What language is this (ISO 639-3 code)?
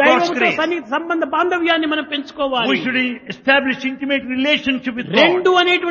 tel